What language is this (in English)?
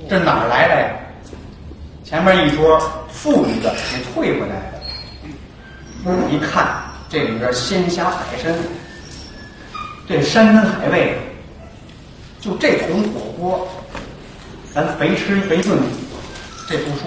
Chinese